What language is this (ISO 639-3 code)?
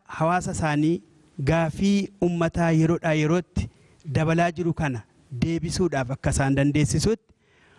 orm